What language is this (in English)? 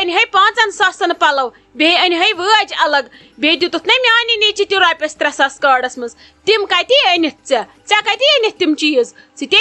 Kashmiri